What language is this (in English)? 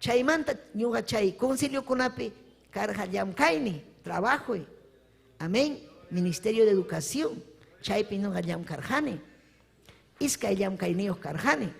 Ayacucho Quechua